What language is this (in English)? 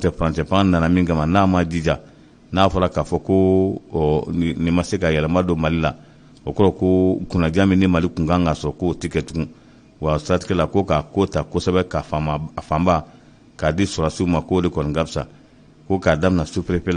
Bambara